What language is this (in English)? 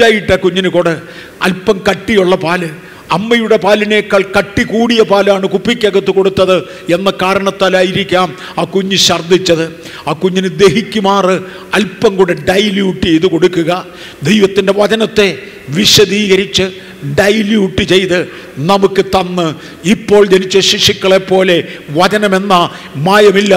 Malayalam